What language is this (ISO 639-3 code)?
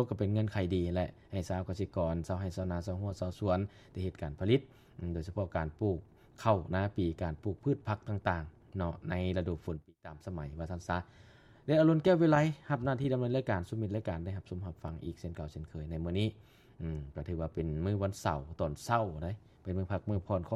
lao